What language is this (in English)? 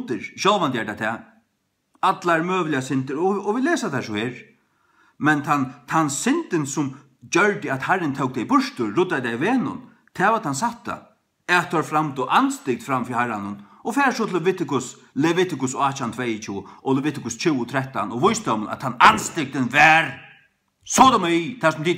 Faroese